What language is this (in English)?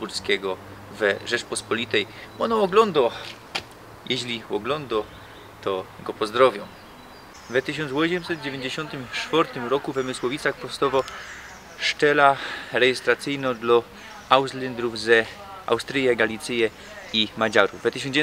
Silesian